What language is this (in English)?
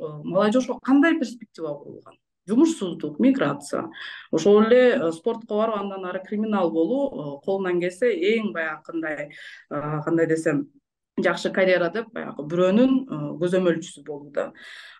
Kyrgyz